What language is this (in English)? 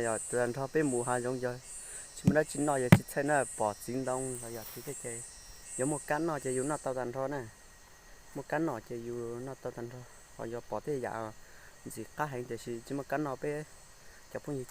Hmong